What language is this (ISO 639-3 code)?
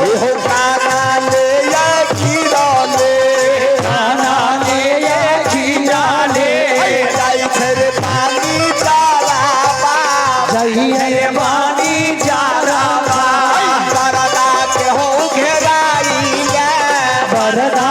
mai